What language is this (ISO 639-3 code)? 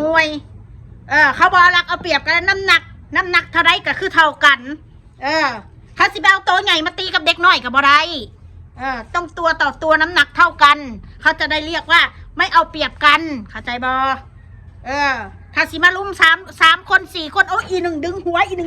tts